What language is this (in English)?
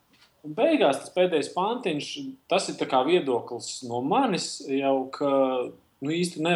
Latvian